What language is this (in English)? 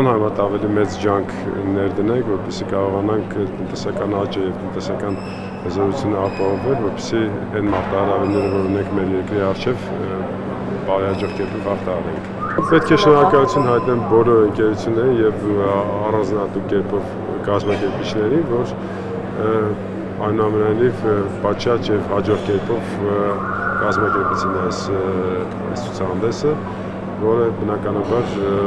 Armenian